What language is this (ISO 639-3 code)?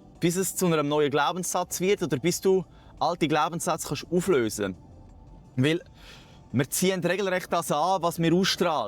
gsw